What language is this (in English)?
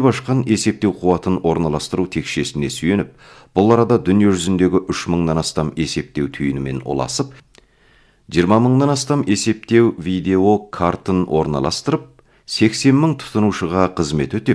Kazakh